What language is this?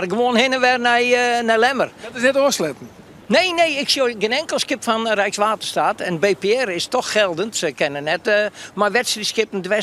Western Frisian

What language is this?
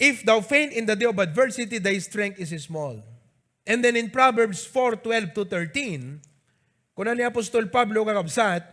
Iloko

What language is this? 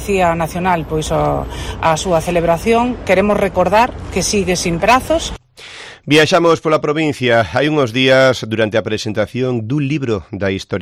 Galician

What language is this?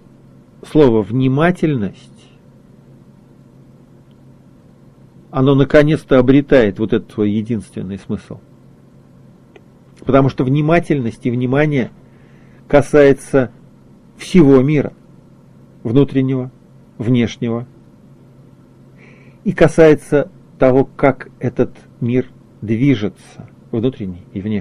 Russian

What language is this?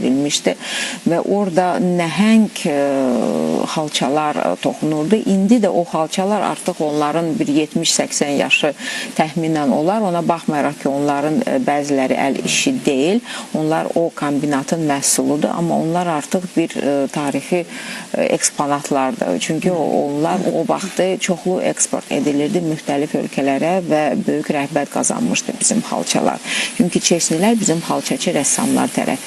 Azerbaijani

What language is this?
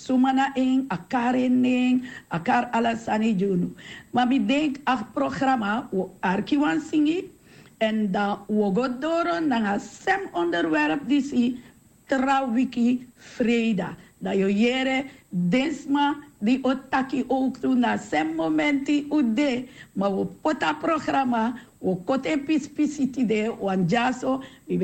Sranan Tongo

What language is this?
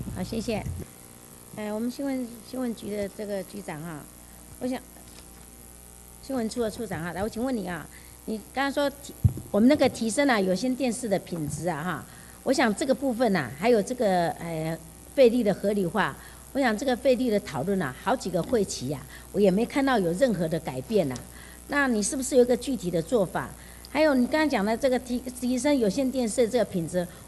Chinese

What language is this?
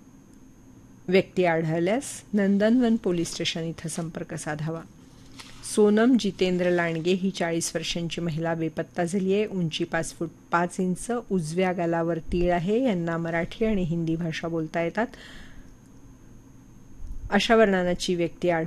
Marathi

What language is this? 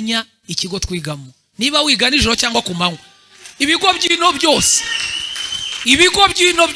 Kinyarwanda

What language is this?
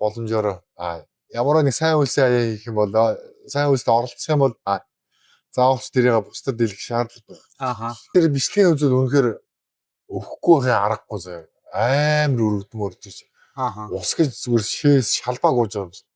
Mongolian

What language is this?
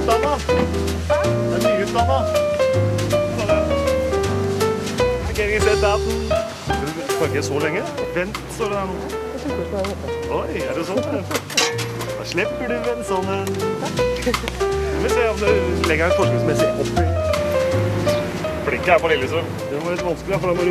Norwegian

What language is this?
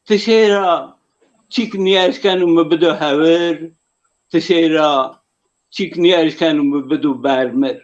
Zaza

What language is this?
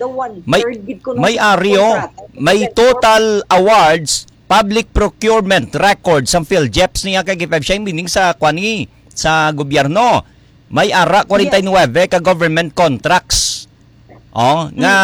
Hiligaynon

